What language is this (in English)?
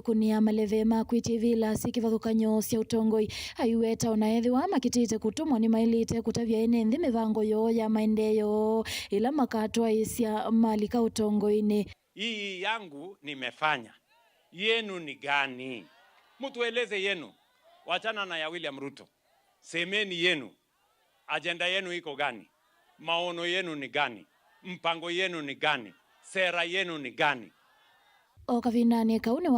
Kamba